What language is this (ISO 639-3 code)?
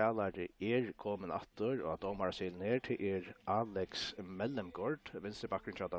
fao